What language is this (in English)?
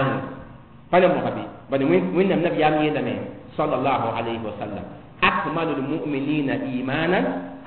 Mossi